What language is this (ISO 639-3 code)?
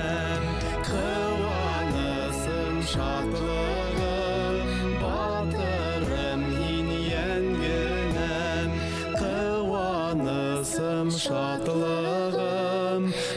bak